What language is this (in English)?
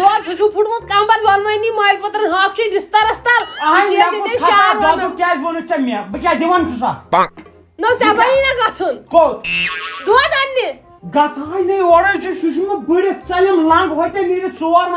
Kashmiri